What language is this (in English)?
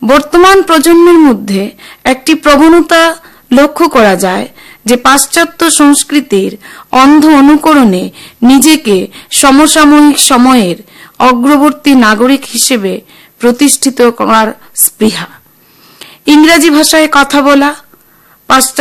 Bangla